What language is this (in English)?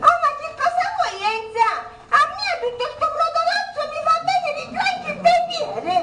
Sicilian